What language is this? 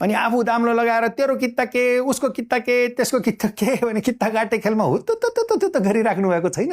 Nepali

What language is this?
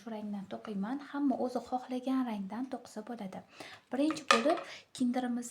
Uzbek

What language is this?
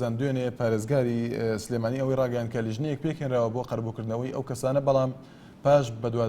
Central Kurdish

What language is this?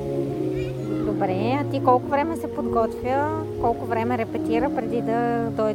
Bulgarian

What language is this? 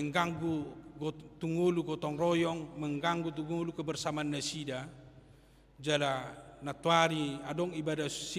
Batak Toba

